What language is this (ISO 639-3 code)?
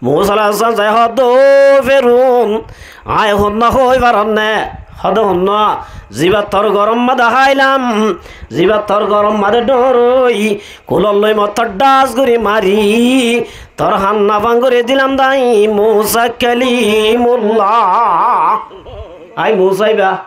rhg